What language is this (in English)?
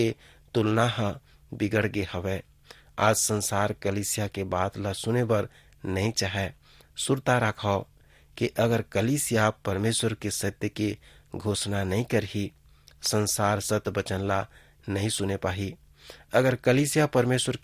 Chhattisgarhi